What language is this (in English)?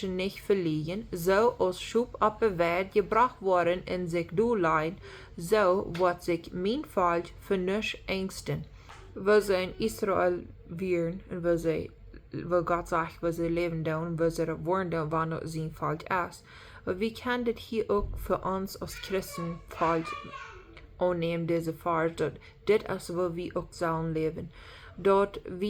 Plautdietsch